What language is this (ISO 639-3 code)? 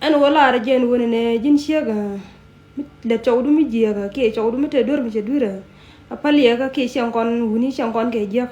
nus